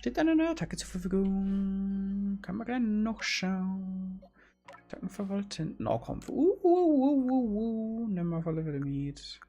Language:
Bavarian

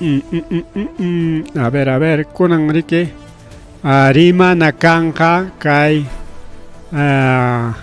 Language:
Ayacucho Quechua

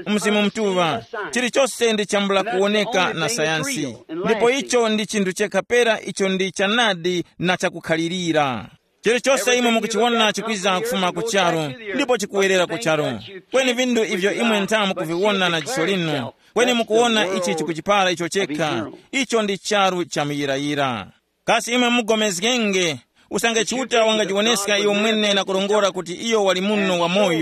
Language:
Tumbuka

